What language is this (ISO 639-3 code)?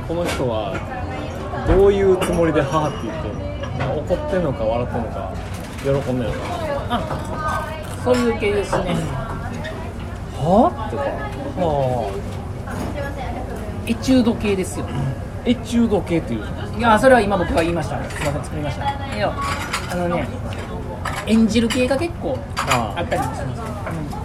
jpn